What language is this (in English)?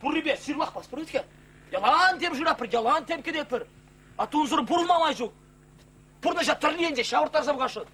Chuvash